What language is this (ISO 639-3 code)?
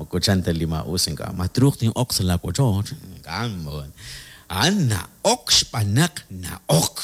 kek